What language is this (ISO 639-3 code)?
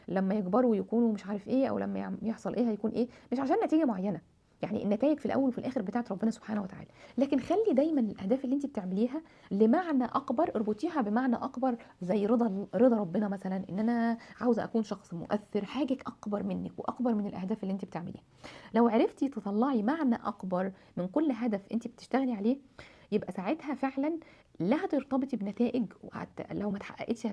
arz